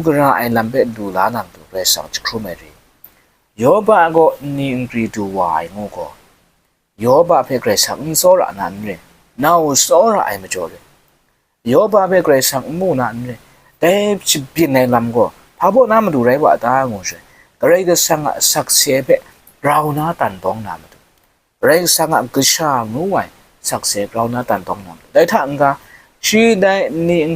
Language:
Kachin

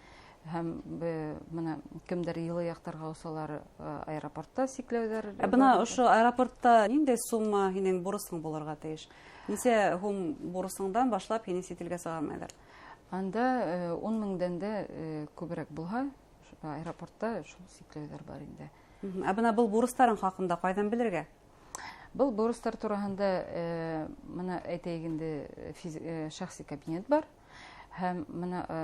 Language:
Bashkir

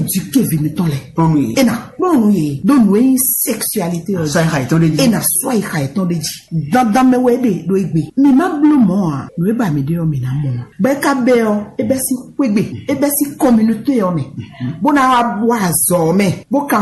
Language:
Fon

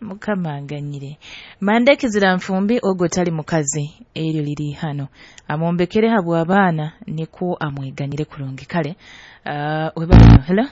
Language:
Nyoro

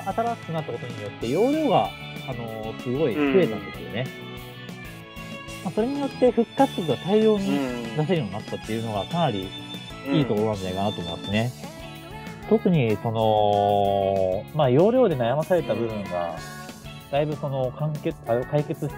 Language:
Japanese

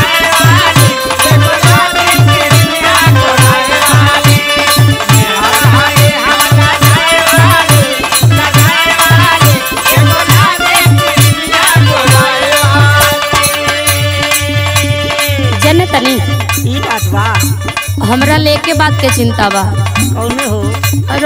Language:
Bhojpuri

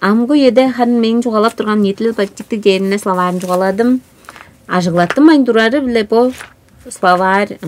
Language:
Tuvinian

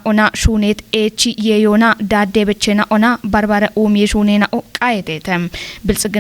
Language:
Kafa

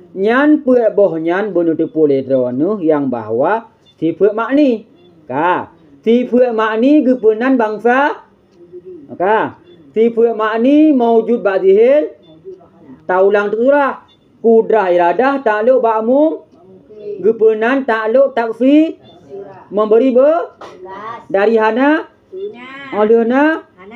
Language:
Achinese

